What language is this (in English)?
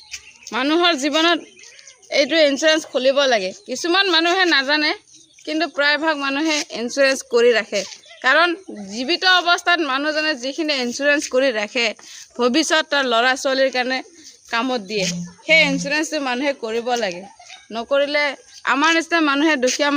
Assamese